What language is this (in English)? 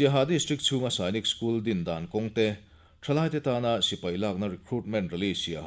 Mizo